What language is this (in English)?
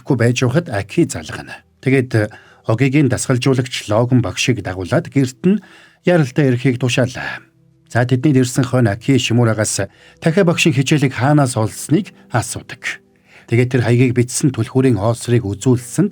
Mongolian